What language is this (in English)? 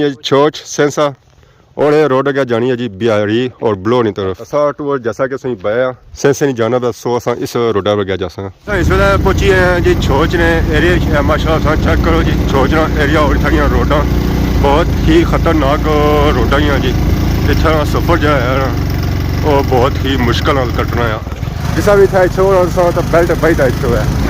Pahari-Potwari